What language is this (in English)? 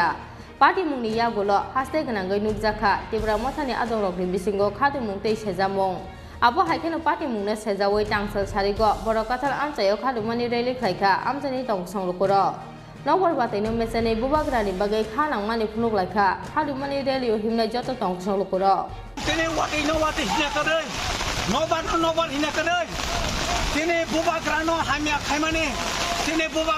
Kok Borok